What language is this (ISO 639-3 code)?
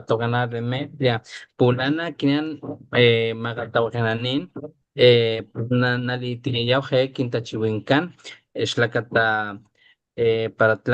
top